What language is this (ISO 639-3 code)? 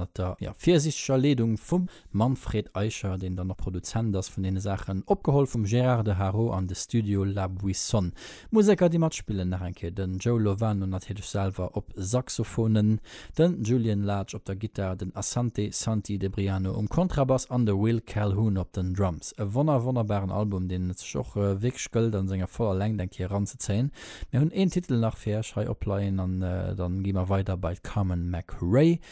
ltz